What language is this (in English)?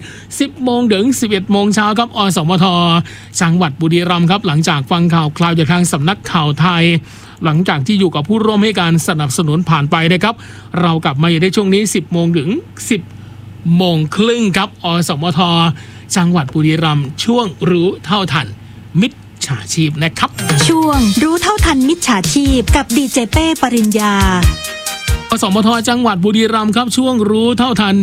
Thai